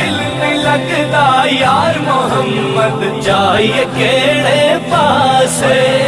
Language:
Pahari-Potwari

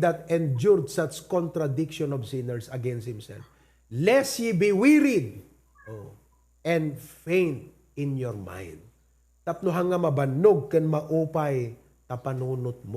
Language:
Iloko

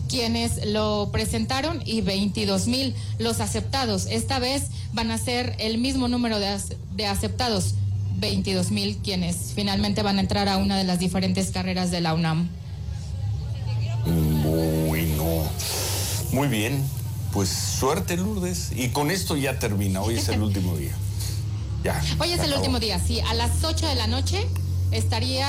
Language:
Spanish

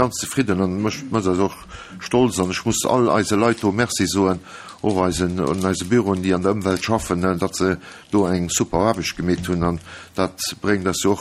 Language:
Luxembourgish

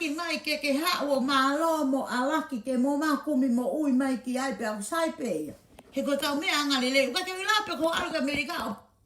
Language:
Tongan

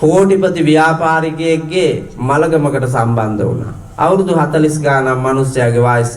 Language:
Sinhala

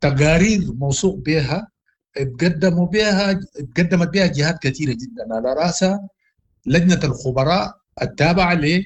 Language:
Sudanese Arabic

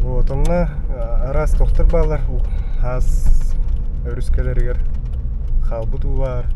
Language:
Yakut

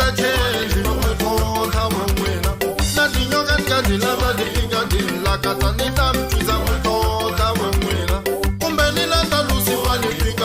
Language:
Tsonga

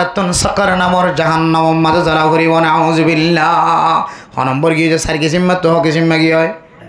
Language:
Rohingya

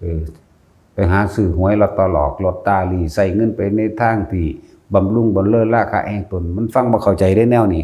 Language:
Lao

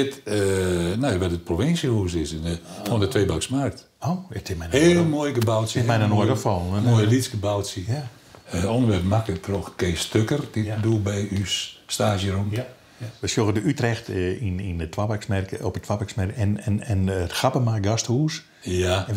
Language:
Western Frisian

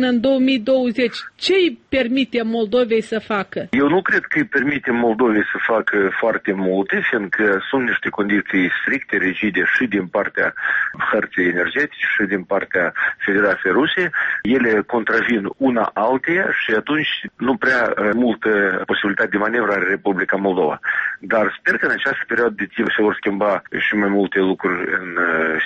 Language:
Romanian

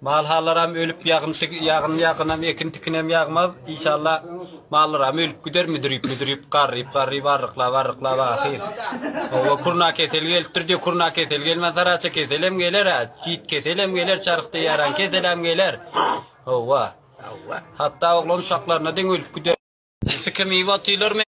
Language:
Turkmen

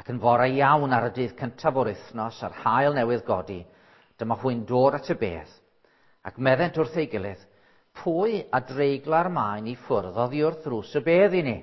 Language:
Welsh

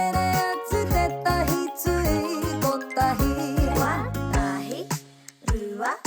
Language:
Māori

